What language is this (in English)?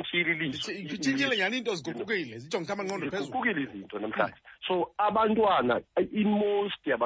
Xhosa